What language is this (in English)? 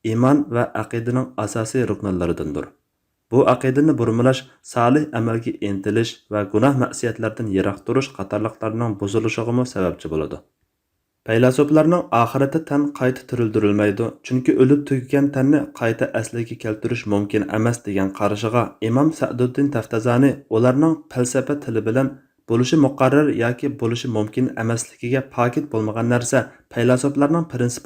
Uyghur